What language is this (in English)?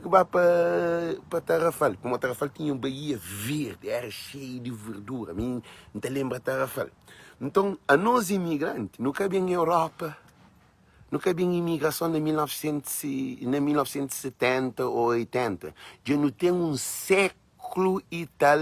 Kabuverdianu